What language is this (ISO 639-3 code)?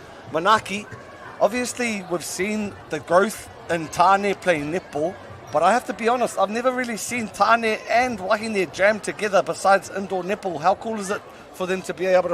mri